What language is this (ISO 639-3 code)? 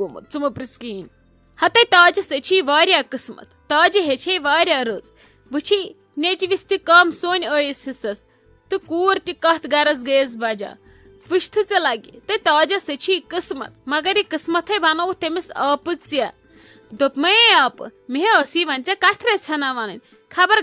kas